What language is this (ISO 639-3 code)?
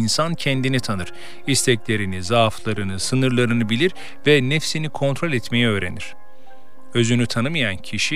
tur